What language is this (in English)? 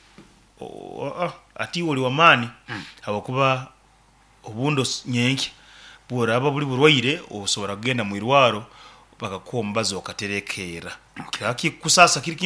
Nyoro